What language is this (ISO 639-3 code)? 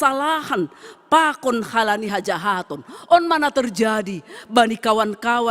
bts